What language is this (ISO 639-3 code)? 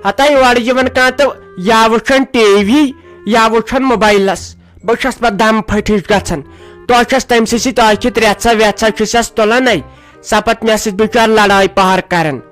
kas